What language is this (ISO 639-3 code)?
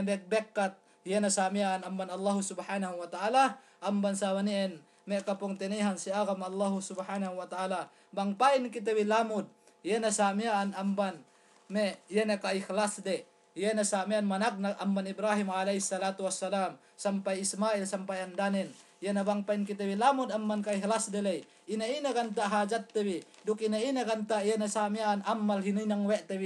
yka